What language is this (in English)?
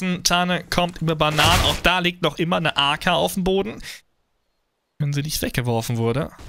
German